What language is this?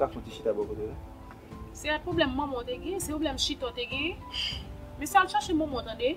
Haitian Creole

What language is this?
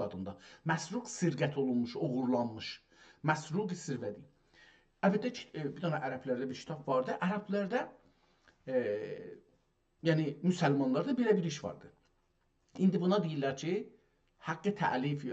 South Azerbaijani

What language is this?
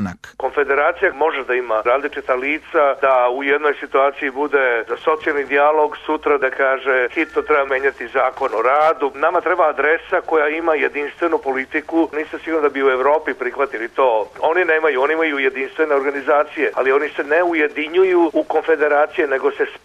Serbian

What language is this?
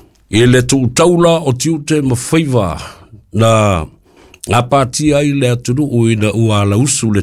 Samoan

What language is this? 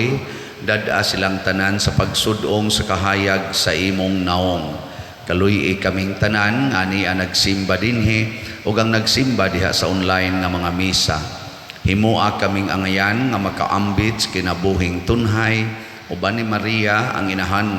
Cebuano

